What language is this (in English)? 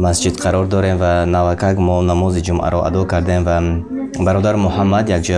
Tajik